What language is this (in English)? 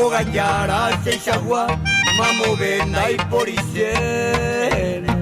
Guarani